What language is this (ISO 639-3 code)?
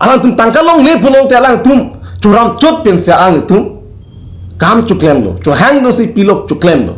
mjw